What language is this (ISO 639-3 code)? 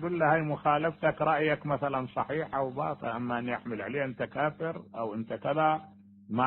acm